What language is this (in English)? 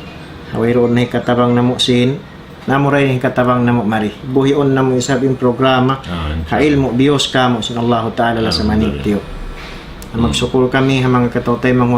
Tausug